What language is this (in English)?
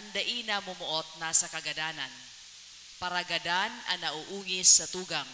Bikol